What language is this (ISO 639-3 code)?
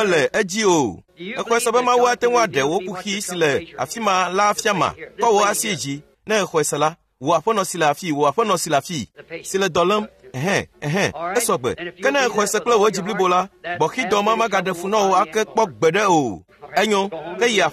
ewe